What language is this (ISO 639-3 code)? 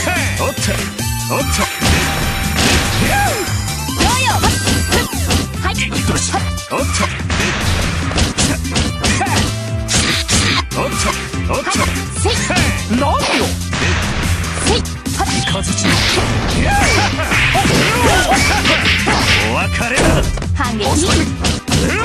jpn